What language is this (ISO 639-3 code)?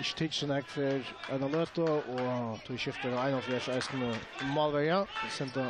fao